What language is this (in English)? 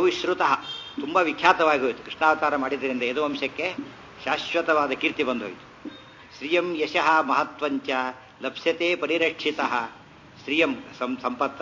Kannada